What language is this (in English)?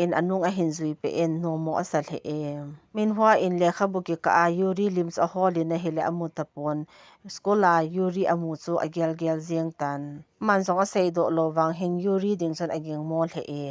Thado Chin